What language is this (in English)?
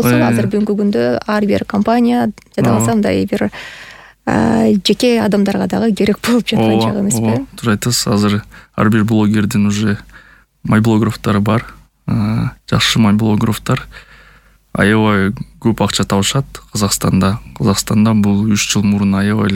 Kyrgyz